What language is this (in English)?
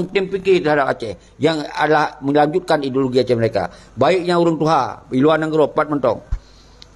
Achinese